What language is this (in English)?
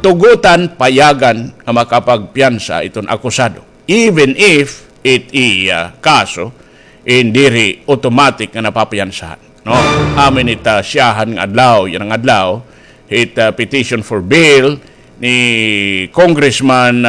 Waray